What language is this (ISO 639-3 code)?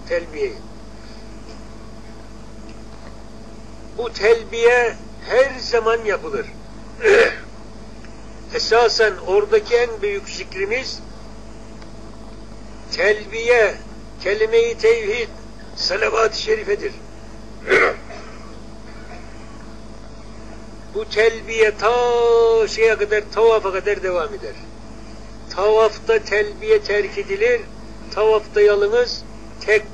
tur